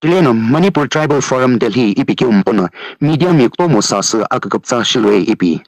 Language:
Sumi Naga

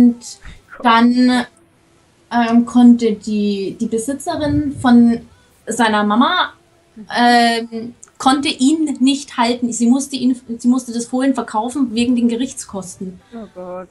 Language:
German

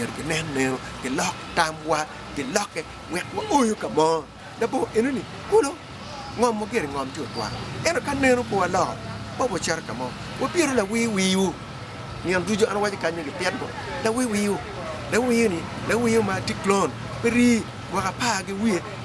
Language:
Acoli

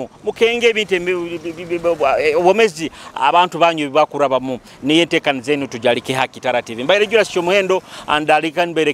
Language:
Nyoro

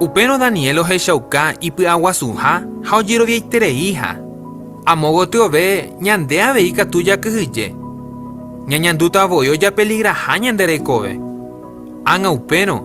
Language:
Guarani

